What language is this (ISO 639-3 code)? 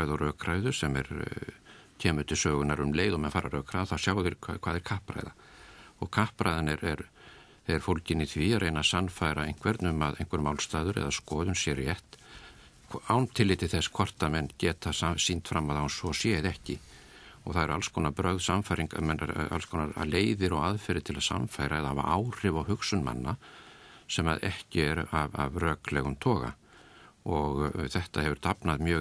isl